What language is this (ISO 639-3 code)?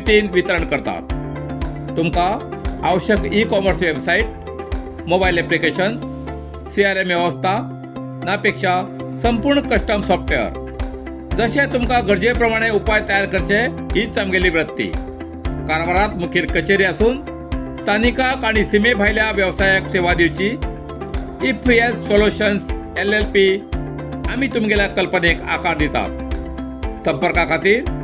kok